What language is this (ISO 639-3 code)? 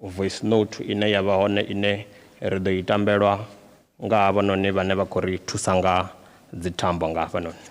ven